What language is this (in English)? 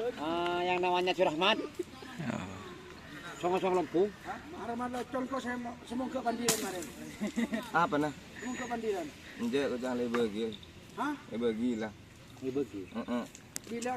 Madurese